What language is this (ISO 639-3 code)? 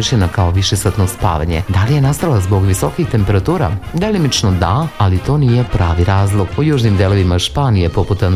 srp